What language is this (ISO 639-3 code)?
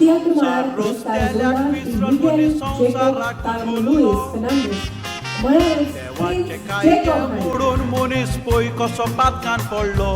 kok